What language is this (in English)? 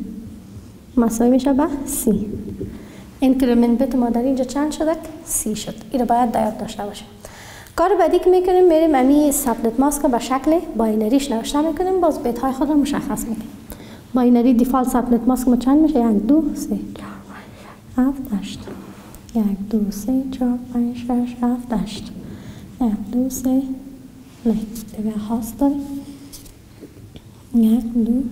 Persian